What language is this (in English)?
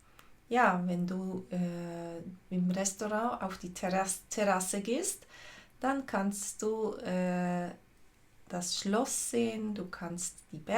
Swiss German